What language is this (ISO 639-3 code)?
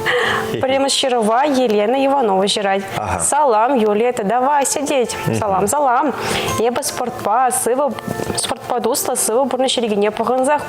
chv